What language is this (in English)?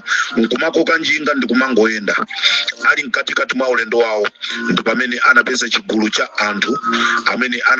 Nyanja